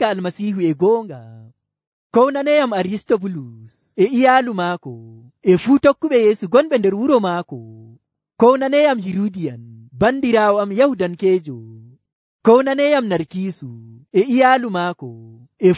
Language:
Nigerian Fulfulde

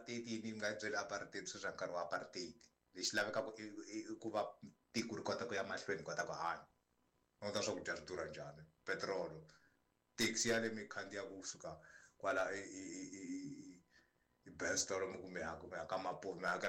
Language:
Tsonga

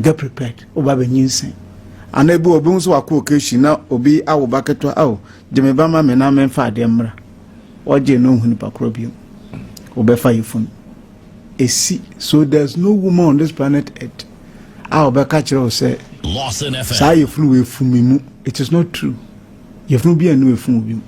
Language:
Akan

